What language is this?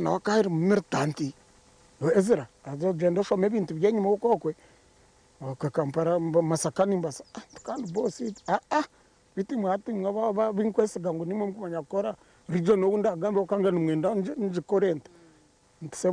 Nyankole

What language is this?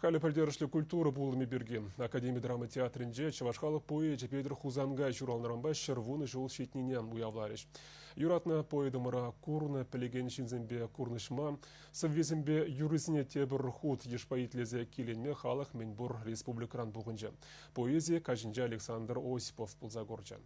Chuvash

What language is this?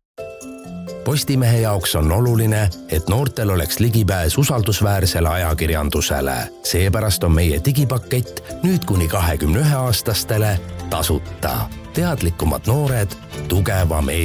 Estonian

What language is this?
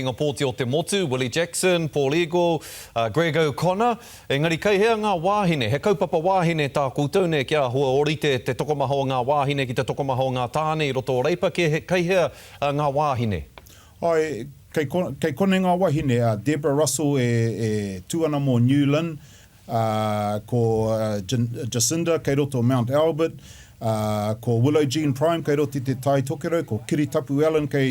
Māori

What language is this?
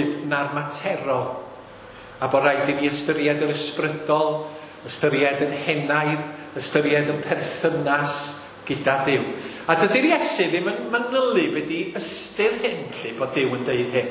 Welsh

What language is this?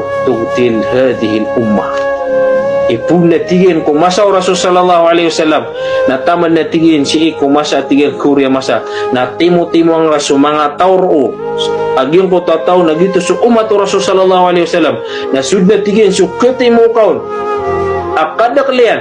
Maranao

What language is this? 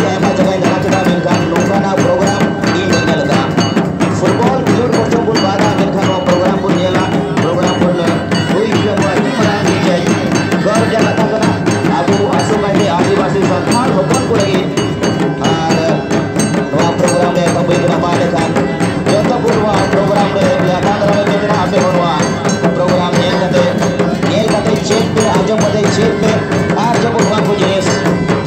Santali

